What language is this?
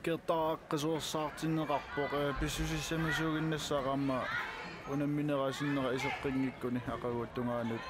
Kalaallisut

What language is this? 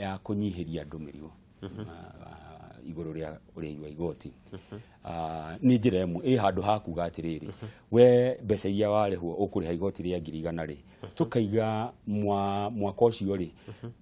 Kikuyu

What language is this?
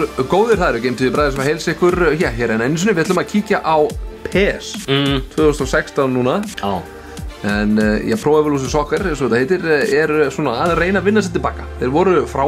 Icelandic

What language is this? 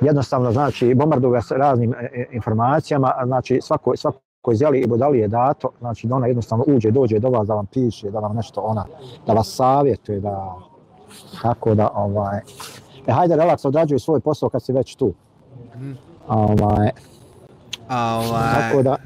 Bosnian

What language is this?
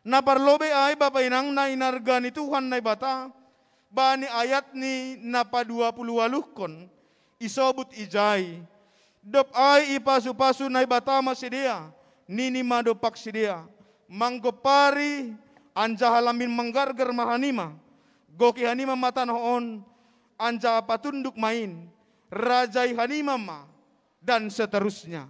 Batak Simalungun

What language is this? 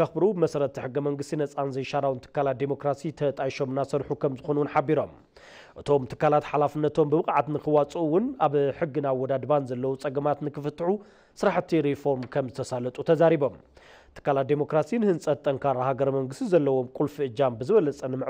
Tigrinya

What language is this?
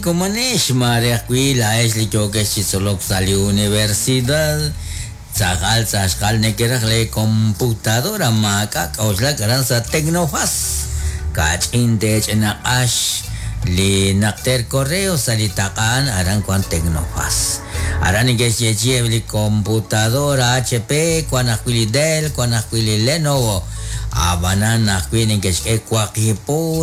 Kekchí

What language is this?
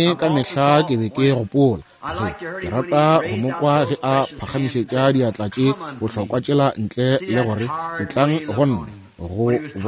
Northern Sotho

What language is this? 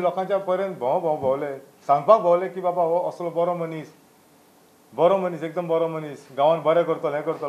Konkani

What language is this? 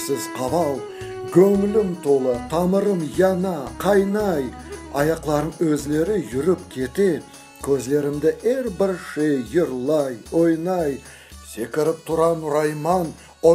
Crimean Tatar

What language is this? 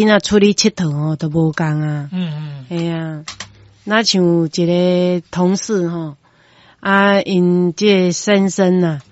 Min Nan Chinese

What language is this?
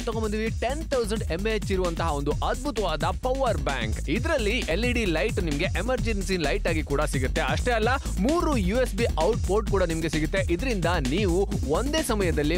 Kannada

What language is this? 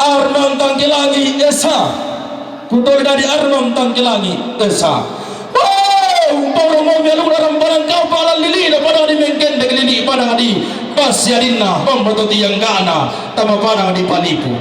Toraja-Sa'dan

